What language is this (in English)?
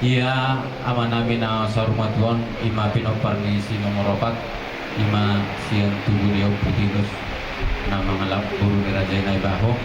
Batak Toba